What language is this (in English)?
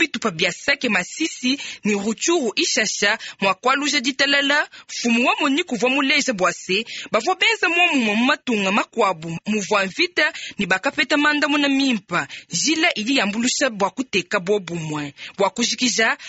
Luba-Lulua